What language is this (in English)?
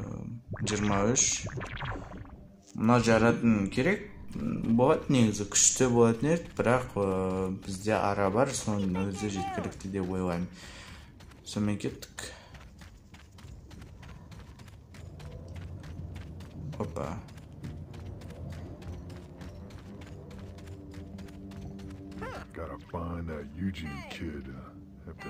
Kazakh